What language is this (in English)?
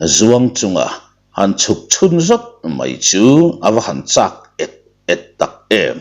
Mizo